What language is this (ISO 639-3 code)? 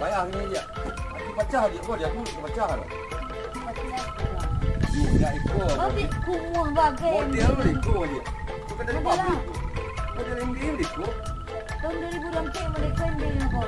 min